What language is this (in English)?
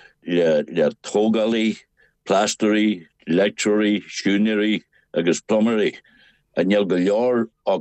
Irish